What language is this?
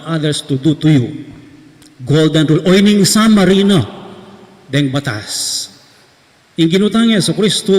Pampanga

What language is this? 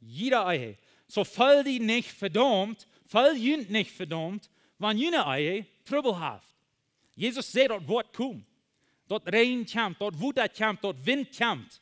Plautdietsch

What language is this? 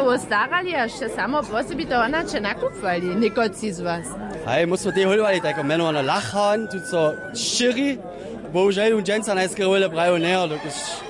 Upper Sorbian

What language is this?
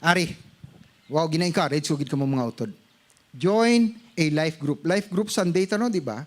Hiligaynon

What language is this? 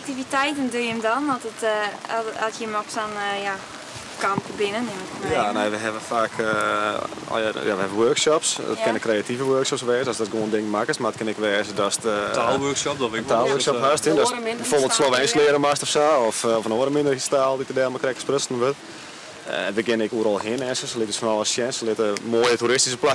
Western Frisian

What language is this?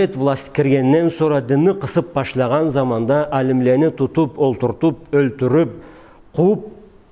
Karachay-Balkar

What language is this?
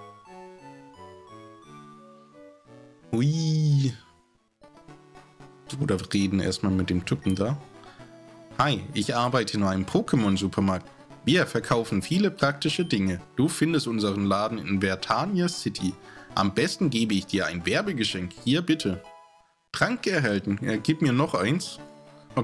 German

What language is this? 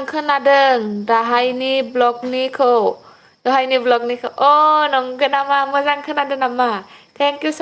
Bodo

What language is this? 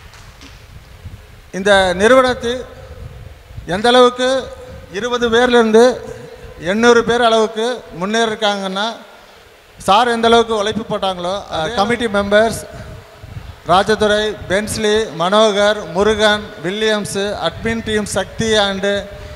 Tamil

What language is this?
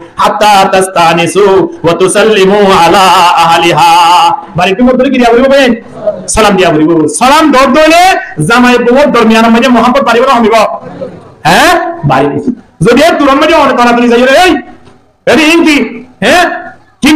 Rohingya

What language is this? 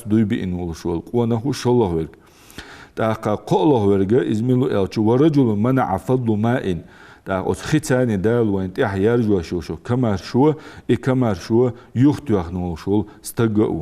Ingush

